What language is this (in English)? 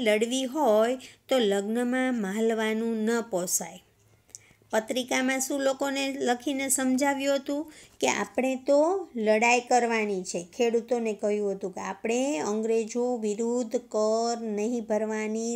Gujarati